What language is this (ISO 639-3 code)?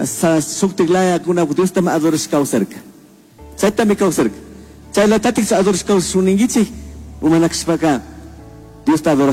qug